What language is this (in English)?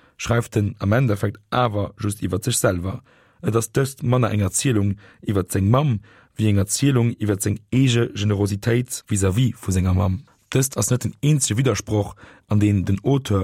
Luxembourgish